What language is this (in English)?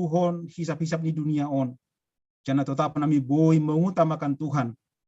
Batak Simalungun